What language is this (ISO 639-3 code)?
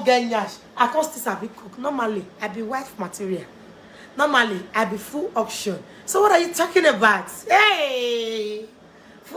pcm